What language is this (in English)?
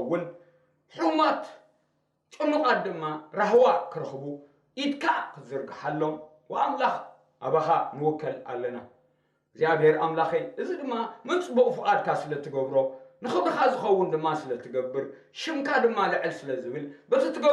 Tigrinya